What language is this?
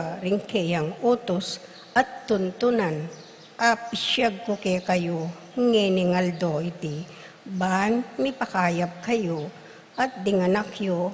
Pampanga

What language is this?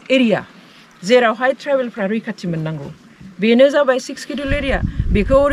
Bodo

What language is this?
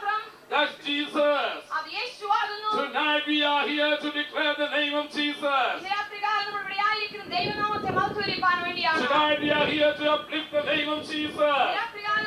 Malayalam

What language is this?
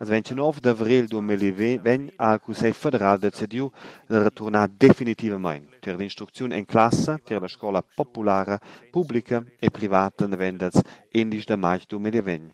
Romansh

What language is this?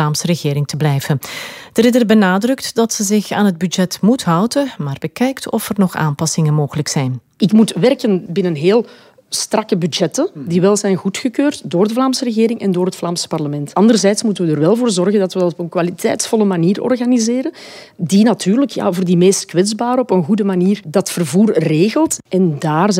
Dutch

